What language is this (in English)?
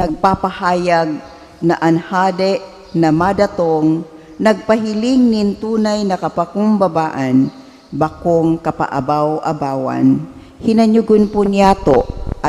Bikol